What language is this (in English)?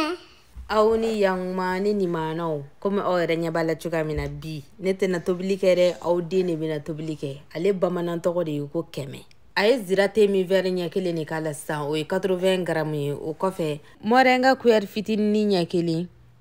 Bambara